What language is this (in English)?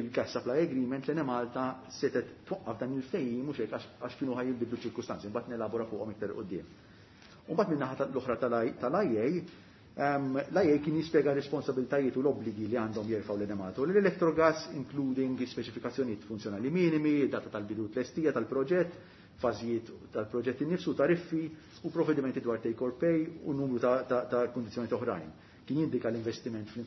Maltese